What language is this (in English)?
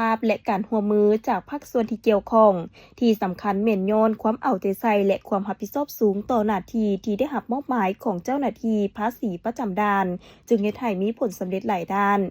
Lao